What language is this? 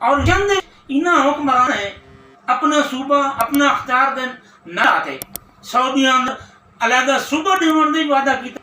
Saraiki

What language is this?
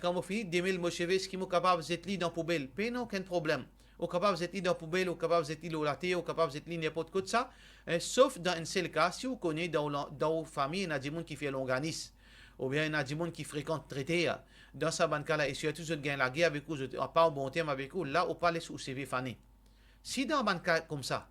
Morisyen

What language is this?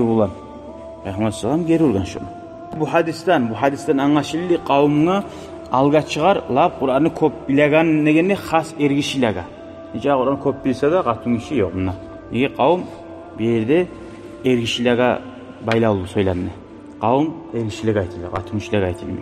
Kumyk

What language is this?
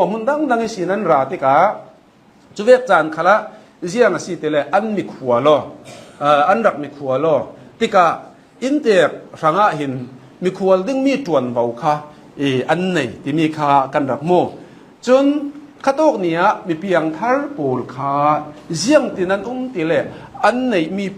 Hakha Chin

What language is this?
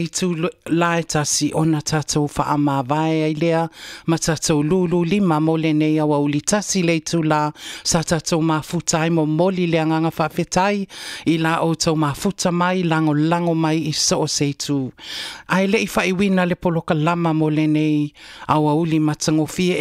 Samoan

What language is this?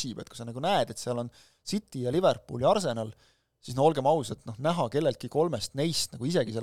Estonian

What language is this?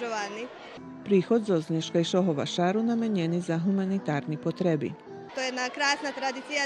Rusyn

